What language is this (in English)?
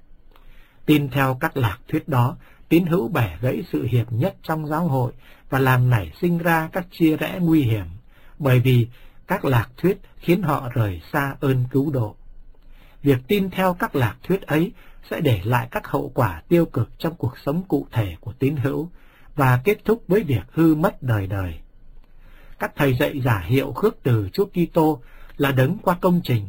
Vietnamese